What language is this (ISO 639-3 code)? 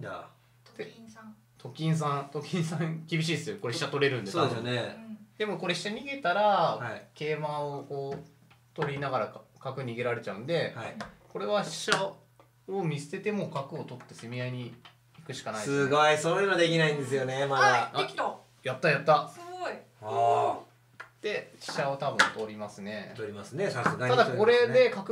jpn